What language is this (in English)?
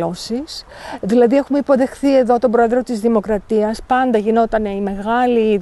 Greek